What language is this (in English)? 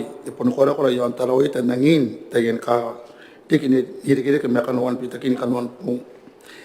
Gilbertese